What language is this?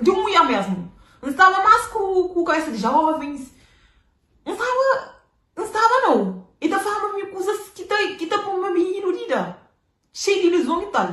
Kabuverdianu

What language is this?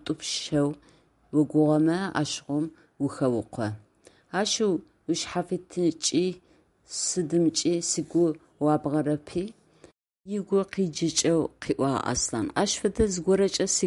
Adyghe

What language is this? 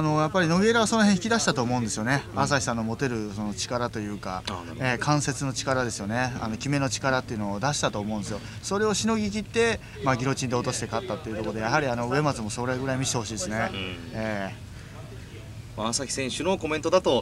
Japanese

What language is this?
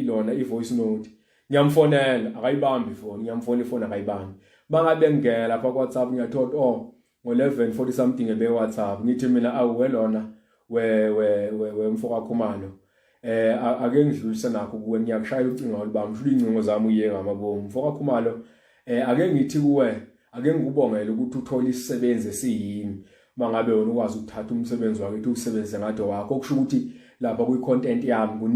Zulu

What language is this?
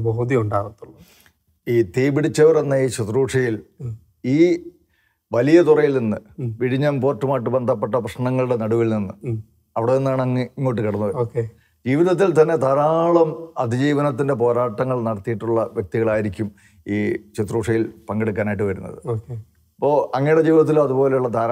Malayalam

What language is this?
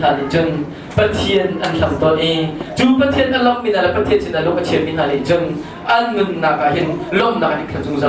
Hakha Chin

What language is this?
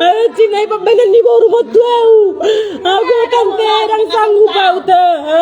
Batak Toba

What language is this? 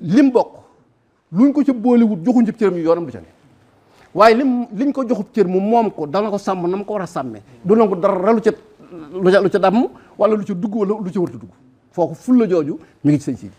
Wolof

